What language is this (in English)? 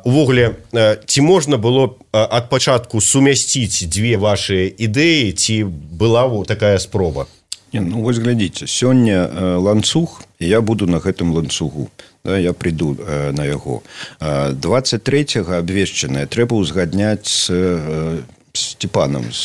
Belarusian